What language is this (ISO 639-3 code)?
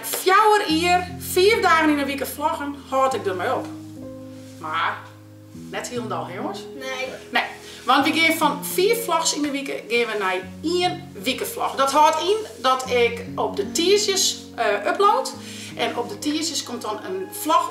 fry